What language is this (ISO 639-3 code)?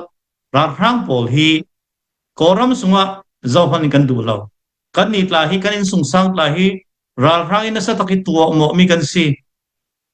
cnh